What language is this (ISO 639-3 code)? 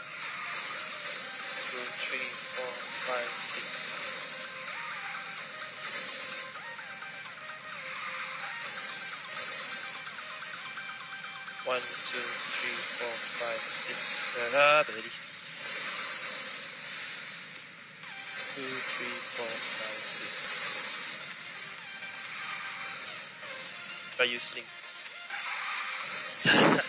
msa